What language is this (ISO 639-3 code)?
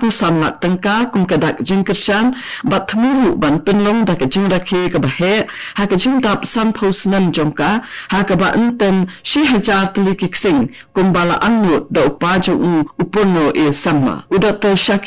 kha